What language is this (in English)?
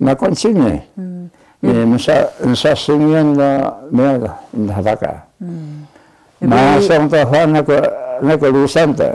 Taroko